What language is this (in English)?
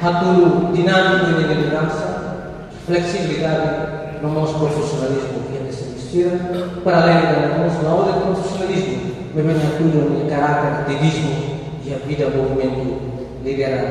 Tetum